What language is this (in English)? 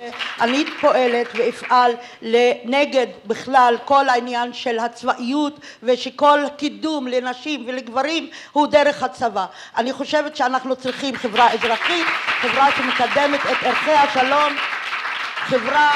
Hebrew